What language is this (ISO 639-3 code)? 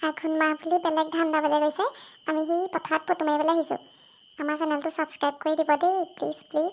asm